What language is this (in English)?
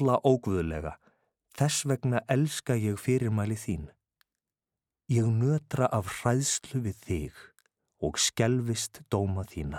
Icelandic